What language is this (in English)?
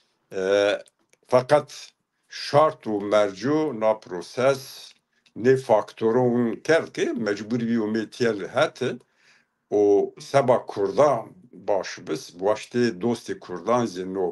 Zaza